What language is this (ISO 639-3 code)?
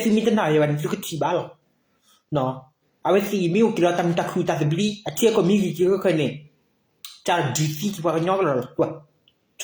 ksw